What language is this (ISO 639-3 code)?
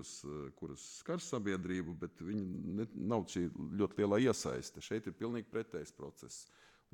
lav